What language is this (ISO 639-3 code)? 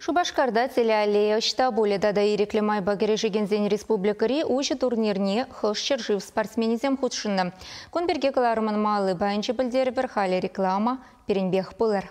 chv